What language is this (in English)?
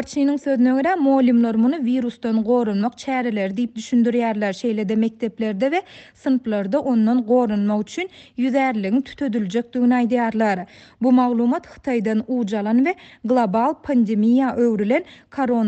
Turkmen